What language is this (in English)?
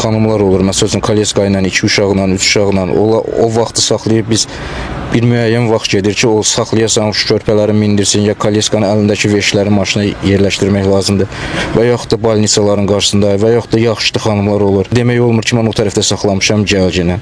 Azerbaijani